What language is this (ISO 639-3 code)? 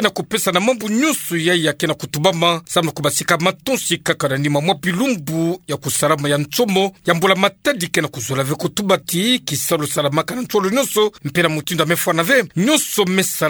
ktu